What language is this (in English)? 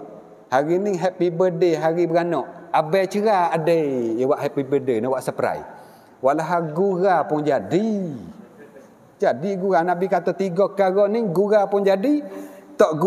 Malay